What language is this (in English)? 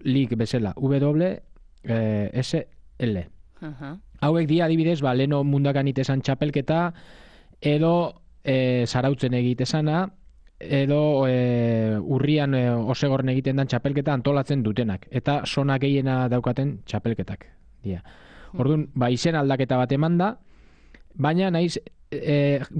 Basque